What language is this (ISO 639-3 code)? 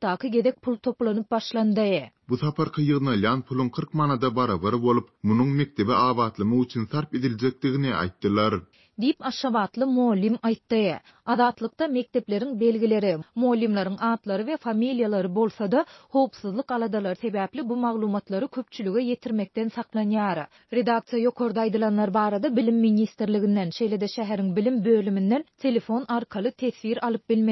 tuk